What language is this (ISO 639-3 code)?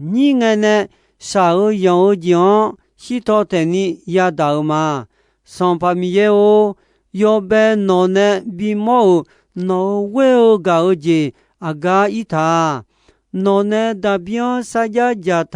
ahk